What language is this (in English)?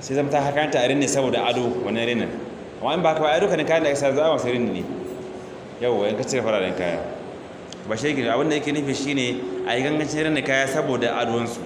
Hausa